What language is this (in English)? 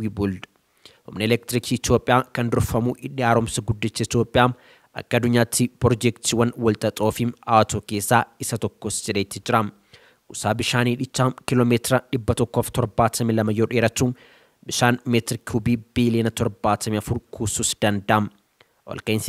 Oromo